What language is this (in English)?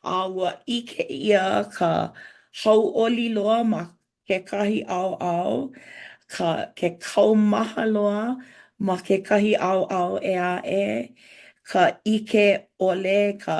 Hawaiian